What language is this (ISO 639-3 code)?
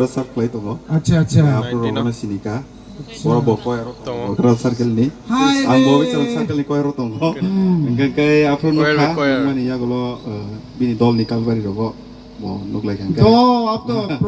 trp